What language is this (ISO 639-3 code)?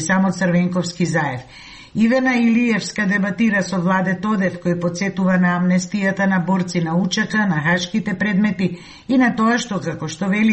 mkd